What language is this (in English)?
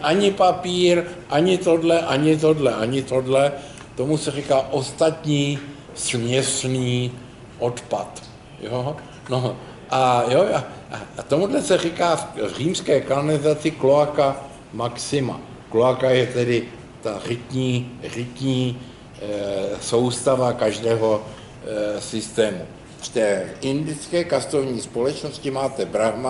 Czech